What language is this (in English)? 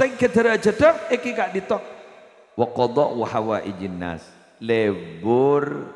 Madurese